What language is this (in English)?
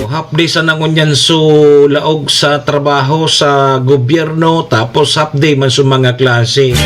Bikol